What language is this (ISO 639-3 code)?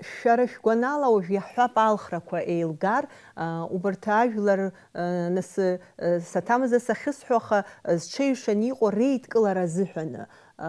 abk